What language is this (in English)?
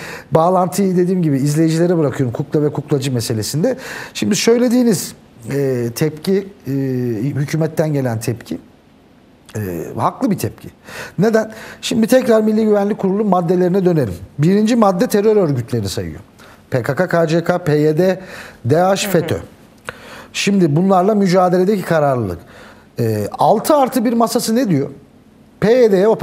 Turkish